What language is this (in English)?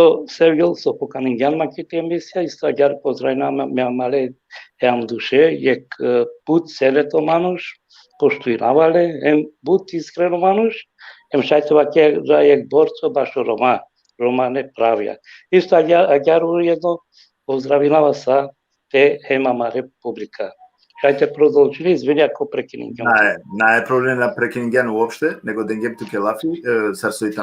Balkan Romani